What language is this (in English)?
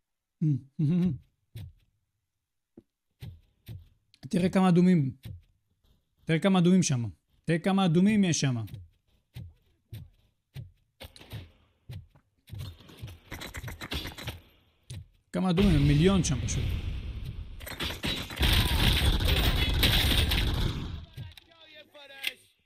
Hebrew